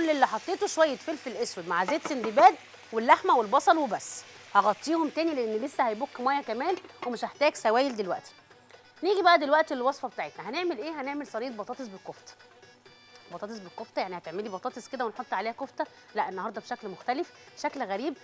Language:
Egyptian Arabic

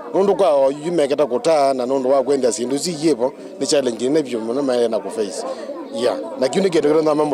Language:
Kamba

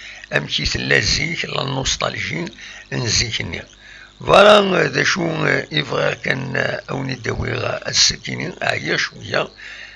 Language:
Kabyle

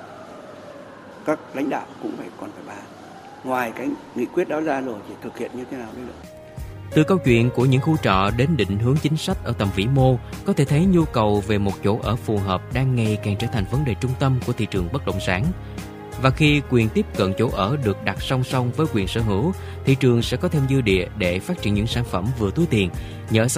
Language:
Vietnamese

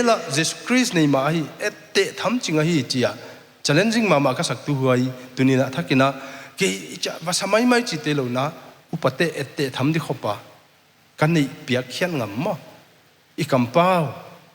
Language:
Paite Chin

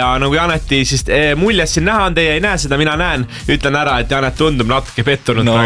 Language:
Estonian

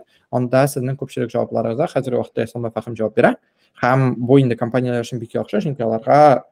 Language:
Tatar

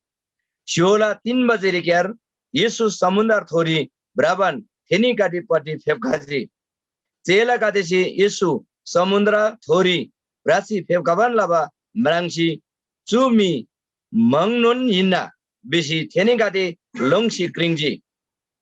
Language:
Eastern Tamang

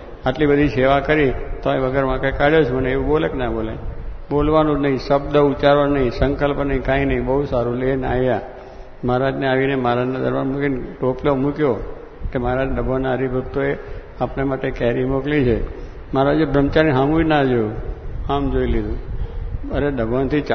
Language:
Gujarati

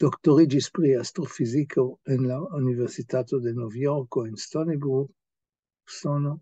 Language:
Esperanto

